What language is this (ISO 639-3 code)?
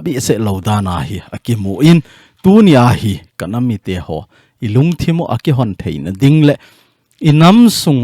tcz